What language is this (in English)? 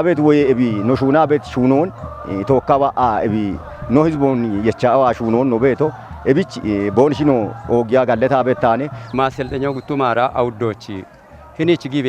Kafa